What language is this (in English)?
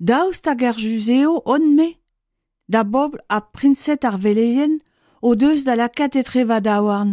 Breton